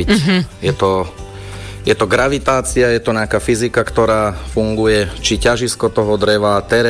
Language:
Slovak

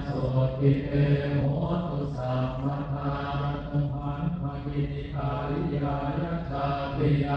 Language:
Pali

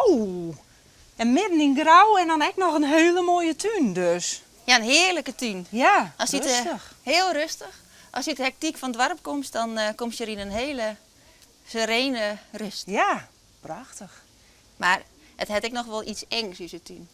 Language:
Western Frisian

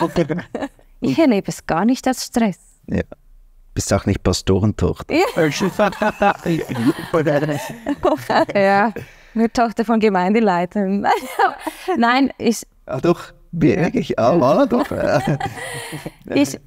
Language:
Swiss German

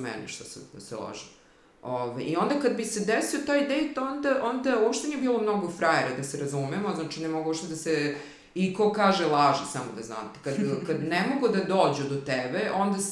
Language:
Serbian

